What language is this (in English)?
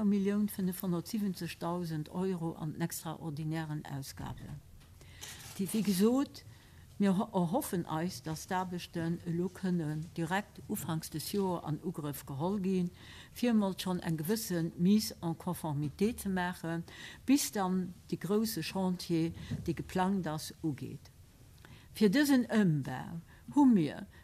Luxembourgish